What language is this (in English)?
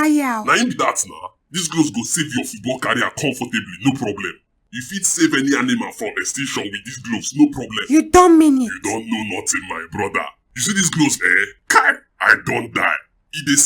Nigerian Pidgin